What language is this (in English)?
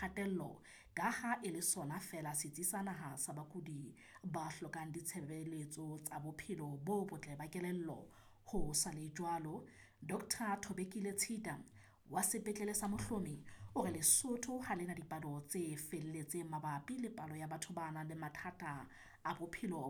Southern Sotho